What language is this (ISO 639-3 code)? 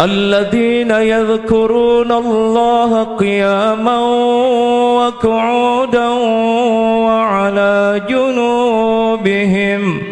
sas